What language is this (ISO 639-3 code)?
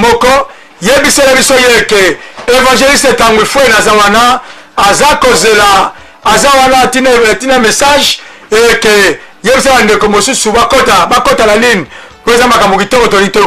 lin